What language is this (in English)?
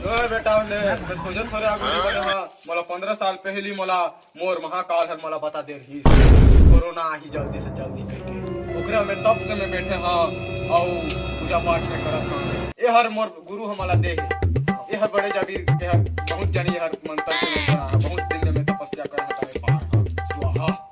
Chhattisgarhi